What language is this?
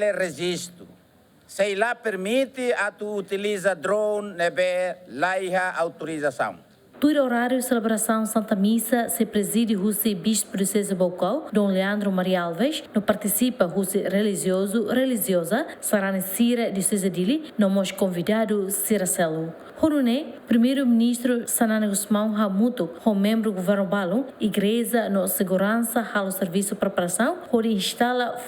Tetum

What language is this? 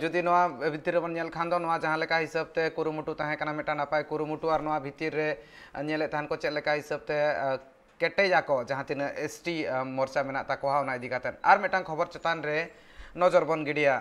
Santali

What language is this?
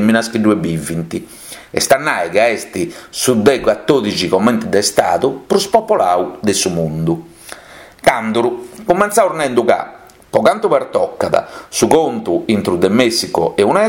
Sardinian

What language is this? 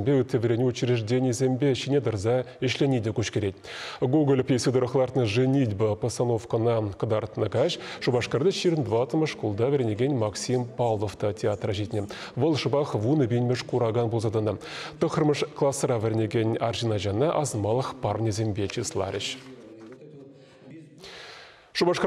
Chuvash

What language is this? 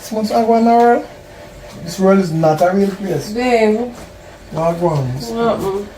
Jamaican Creole English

